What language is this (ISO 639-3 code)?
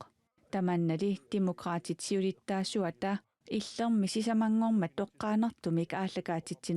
kal